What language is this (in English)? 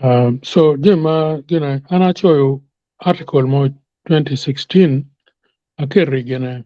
Acoli